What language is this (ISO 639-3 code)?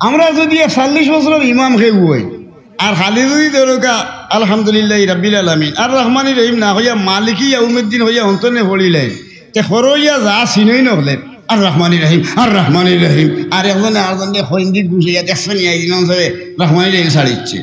syl